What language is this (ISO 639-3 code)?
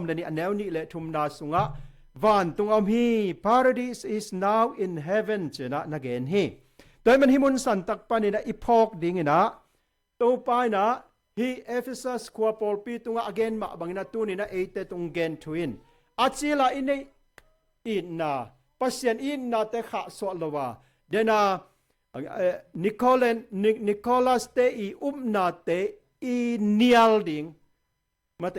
ctd